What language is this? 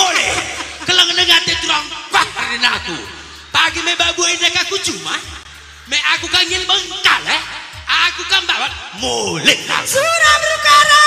Batak Karo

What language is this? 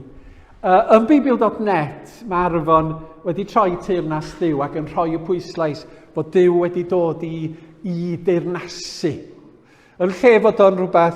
Welsh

